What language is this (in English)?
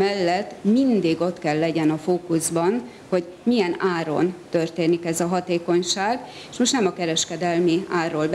Hungarian